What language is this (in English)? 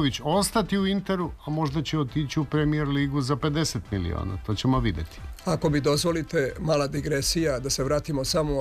Serbian